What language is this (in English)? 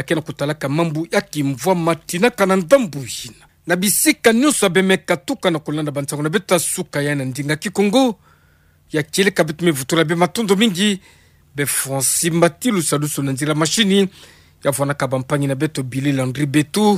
Kituba (Democratic Republic of Congo)